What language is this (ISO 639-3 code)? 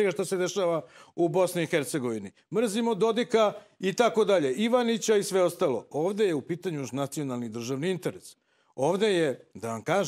srp